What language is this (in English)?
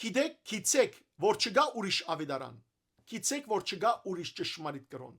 Western Armenian